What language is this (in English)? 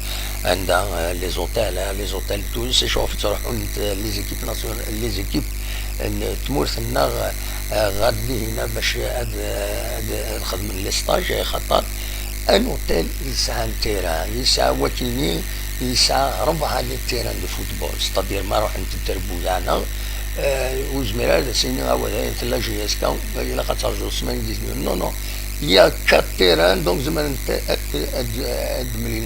Kabyle